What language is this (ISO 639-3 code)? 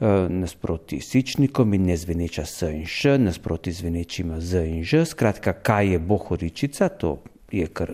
slv